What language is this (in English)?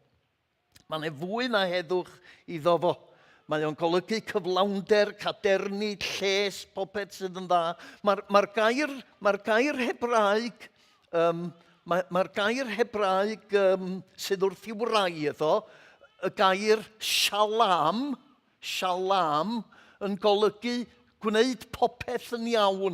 Welsh